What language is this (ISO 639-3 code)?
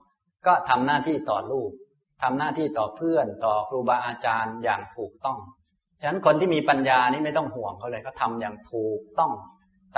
tha